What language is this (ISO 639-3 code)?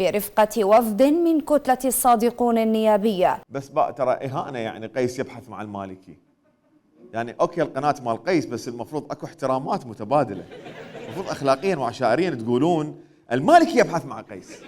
acm